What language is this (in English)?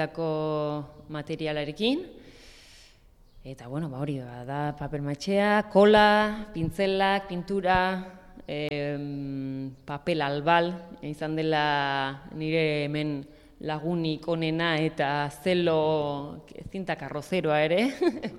Basque